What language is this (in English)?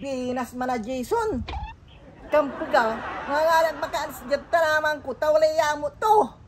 Pangasinan